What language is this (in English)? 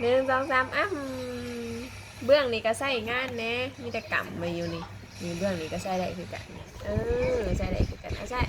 Northeastern Thai